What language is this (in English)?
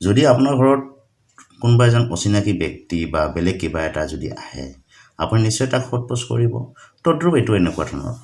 Assamese